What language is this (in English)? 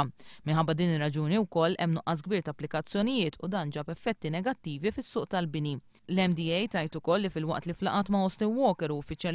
Maltese